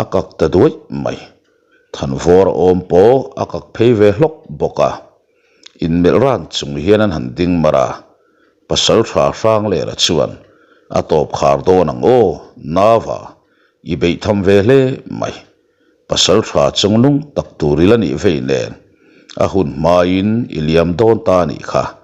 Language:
Mizo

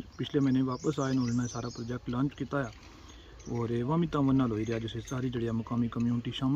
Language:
Pahari-Potwari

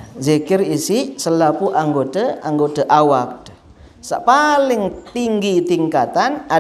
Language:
Sasak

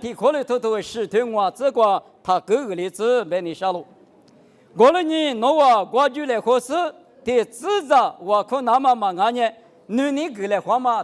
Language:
Lisu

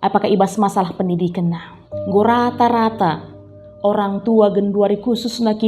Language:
Batak Karo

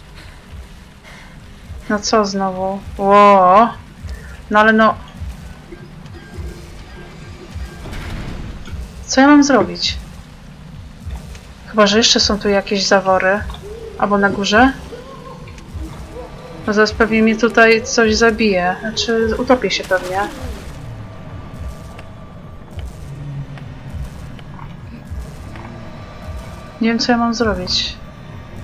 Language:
Polish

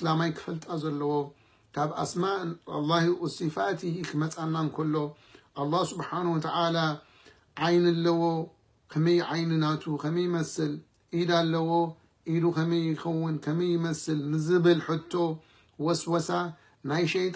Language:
Tigrinya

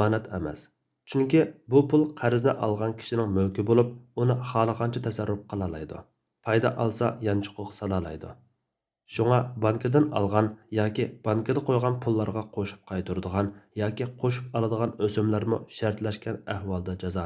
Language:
Uyghur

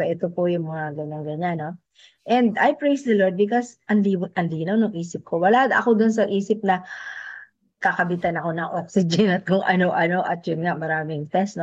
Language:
Filipino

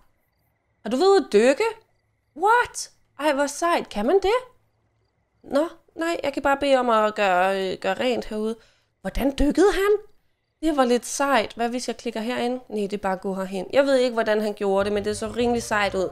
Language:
Danish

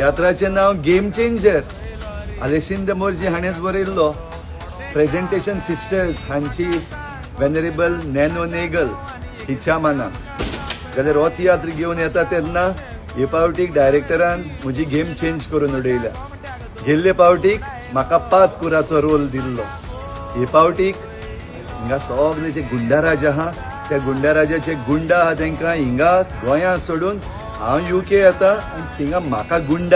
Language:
Konkani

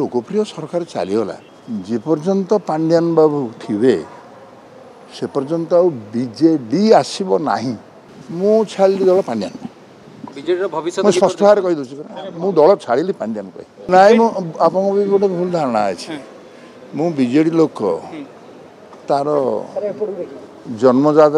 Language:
Odia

